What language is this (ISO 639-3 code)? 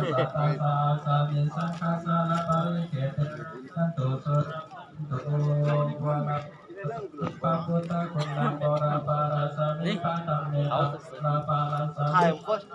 pli